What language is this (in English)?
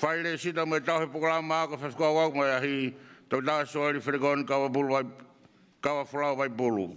Tongan